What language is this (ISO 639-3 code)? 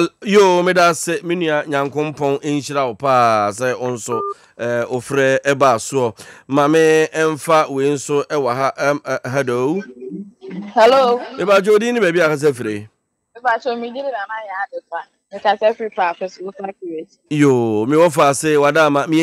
aka